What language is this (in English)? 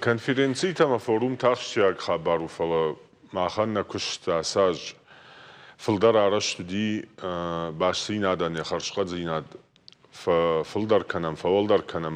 Ossetic